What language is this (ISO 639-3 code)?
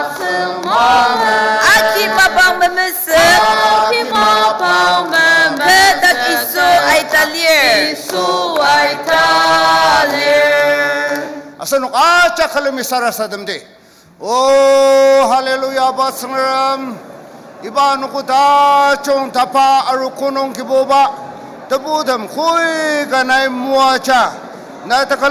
njo